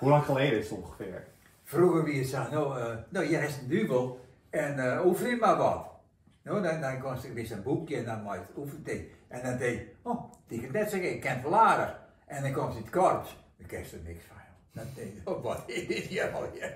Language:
Western Frisian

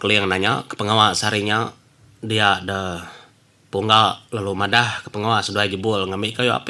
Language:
Iban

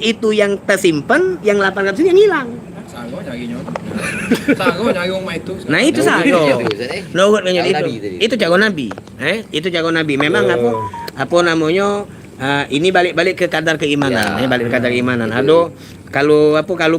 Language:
Musi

